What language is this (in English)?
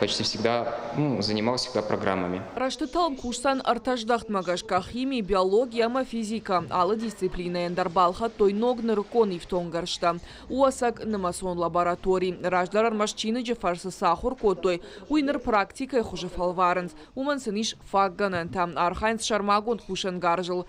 Ossetic